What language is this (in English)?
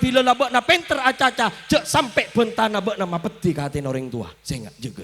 Madurese